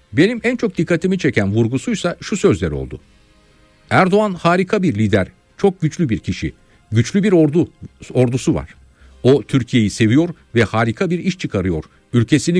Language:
Turkish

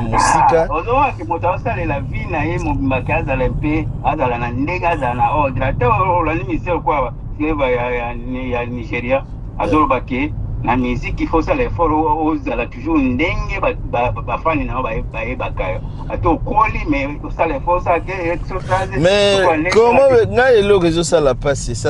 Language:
Lingala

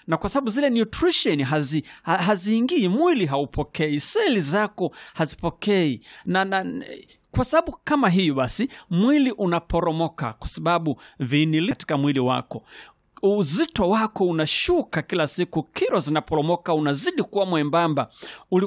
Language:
Swahili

